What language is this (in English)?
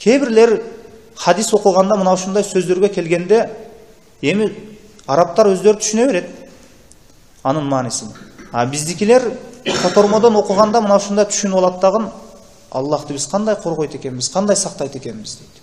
Kyrgyz